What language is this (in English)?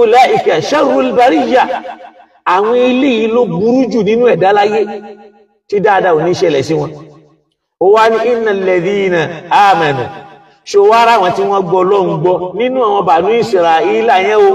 Yoruba